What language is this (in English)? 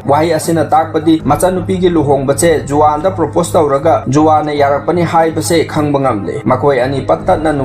Manipuri